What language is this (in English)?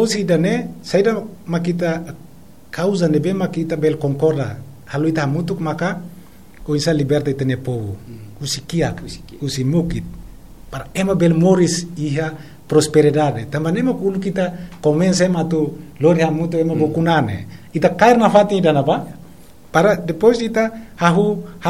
Tetum